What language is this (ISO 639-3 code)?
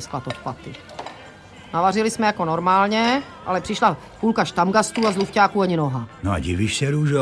ces